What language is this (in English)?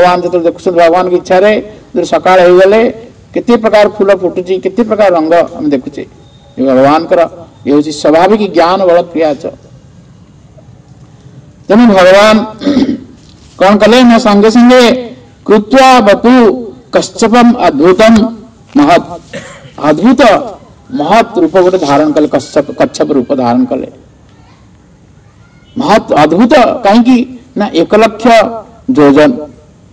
Odia